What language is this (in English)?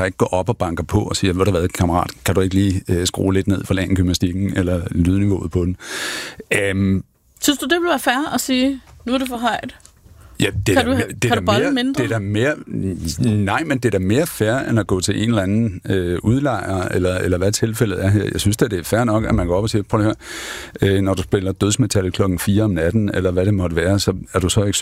Danish